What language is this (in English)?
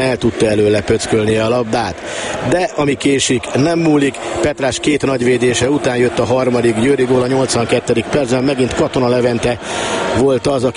Hungarian